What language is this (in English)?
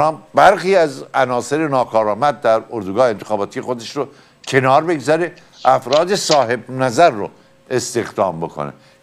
Persian